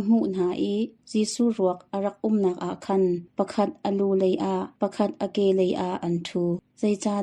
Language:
Hakha Chin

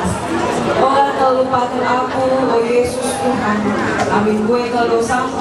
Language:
Batak Karo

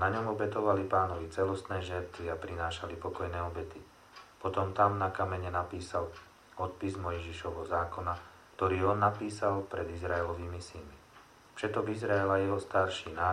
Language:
Slovak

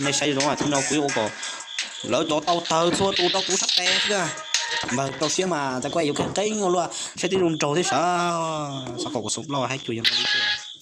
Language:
Hmong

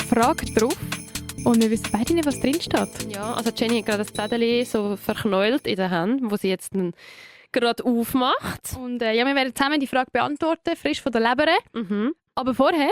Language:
Swiss German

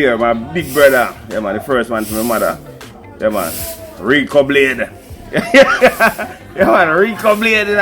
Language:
Jamaican Creole English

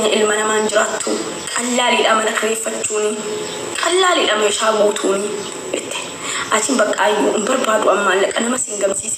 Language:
Oromo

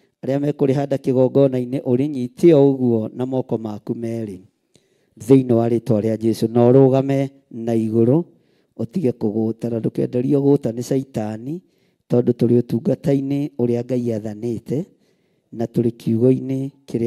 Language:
Kikuyu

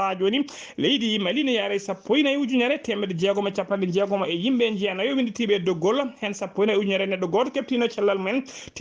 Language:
Fula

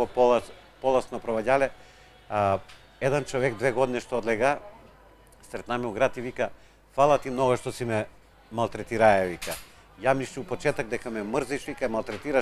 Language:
Macedonian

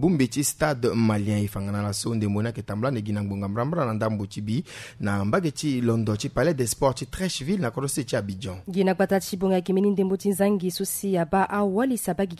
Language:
Sango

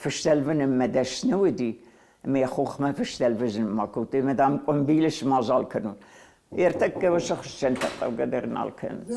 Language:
Ossetic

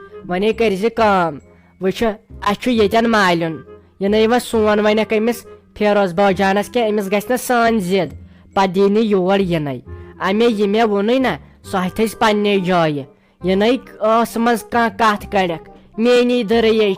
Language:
Kashmiri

